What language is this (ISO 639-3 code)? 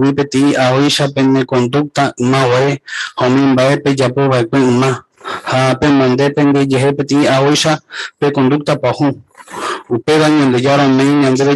grn